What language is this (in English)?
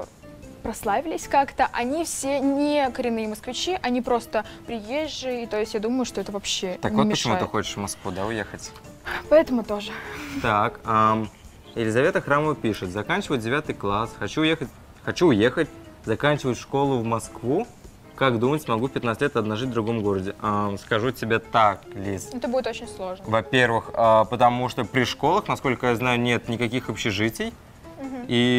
Russian